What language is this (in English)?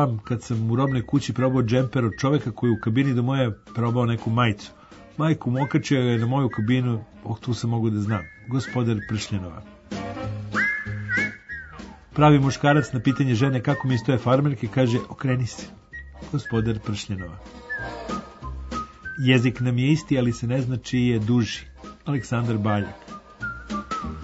Serbian